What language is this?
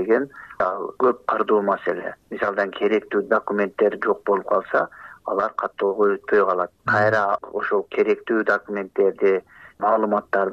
Kyrgyz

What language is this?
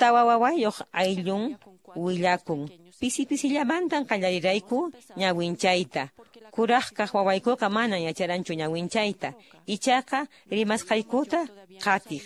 Quechua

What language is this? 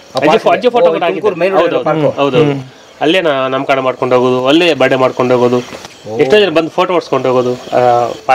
Kannada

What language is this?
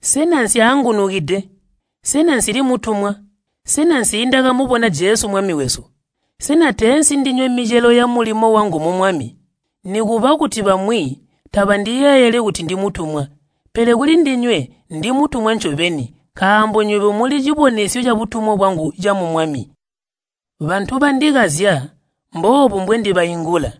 Tonga (Zambia)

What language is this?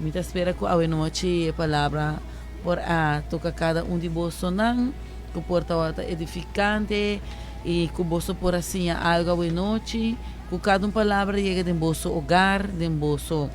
Papiamento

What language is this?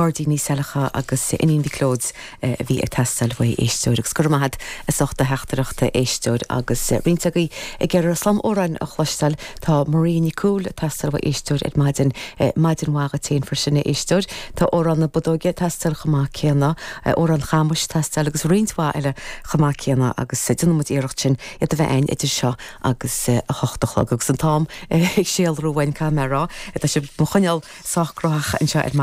Irish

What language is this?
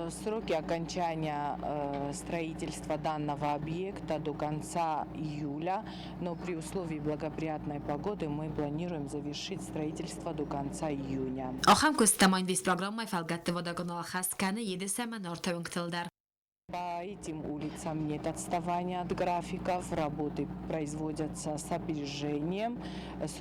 Ossetic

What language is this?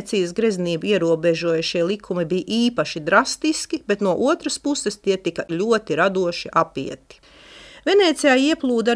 Latvian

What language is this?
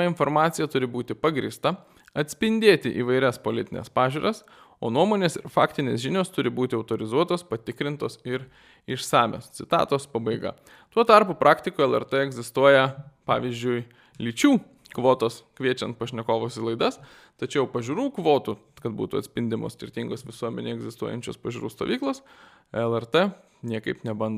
Lithuanian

